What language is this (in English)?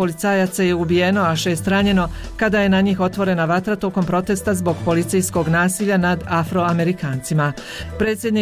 Bosnian